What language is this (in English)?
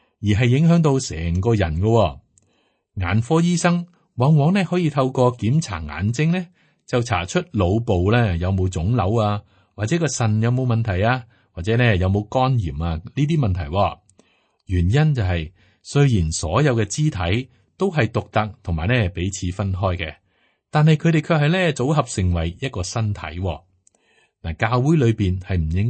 Cantonese